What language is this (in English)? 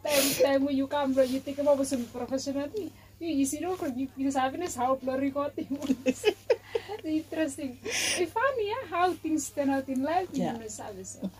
Bislama